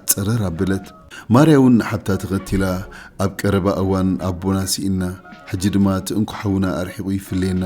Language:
Tigrinya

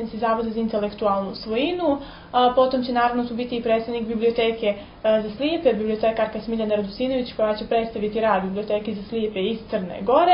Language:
Serbian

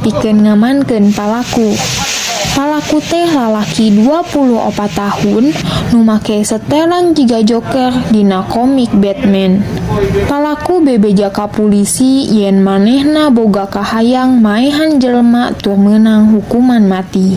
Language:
Sundanese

